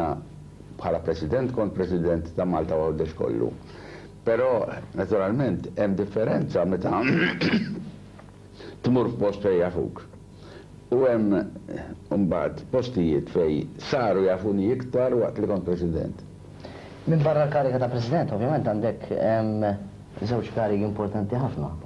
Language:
Maltese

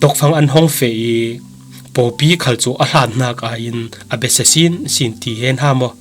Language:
Falam Chin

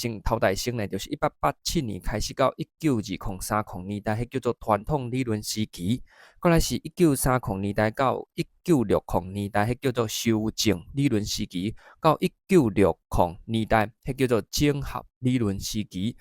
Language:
Min Nan Chinese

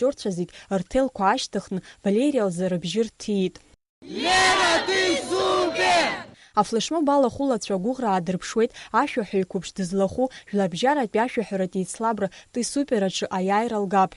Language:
Abkhazian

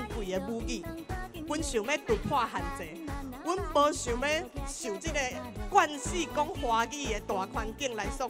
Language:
Min Nan Chinese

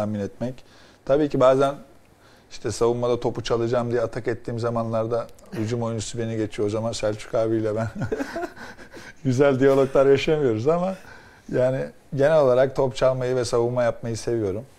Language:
Turkish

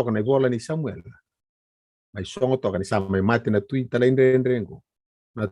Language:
Fijian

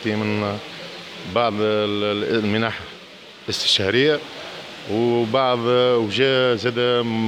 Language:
Tunisian Arabic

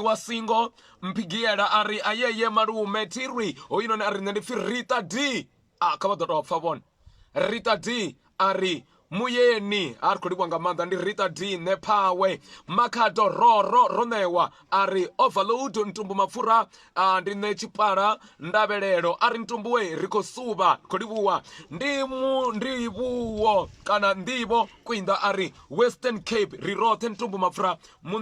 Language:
Venda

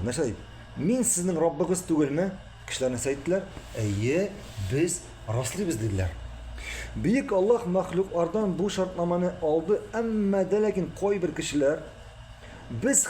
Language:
Tatar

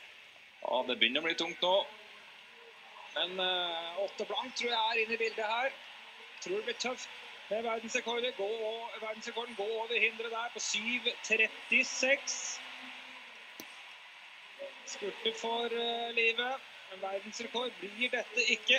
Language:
Norwegian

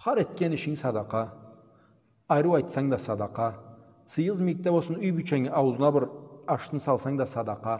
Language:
Karachay-Balkar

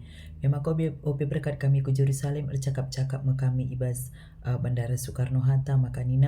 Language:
Batak Karo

